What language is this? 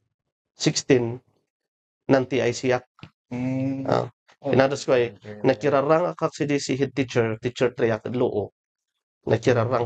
Kankanaey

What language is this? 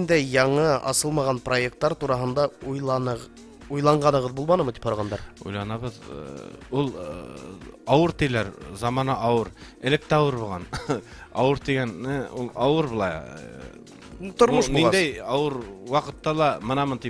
Bashkir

